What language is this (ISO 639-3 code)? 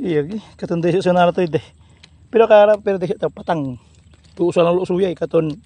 pag